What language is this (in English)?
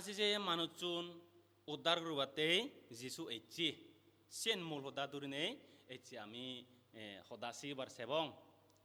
Chakma